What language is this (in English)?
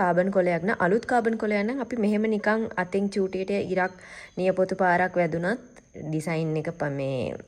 Sinhala